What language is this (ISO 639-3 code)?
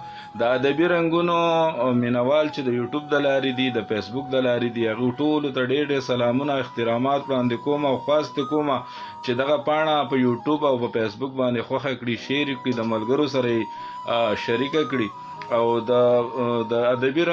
pus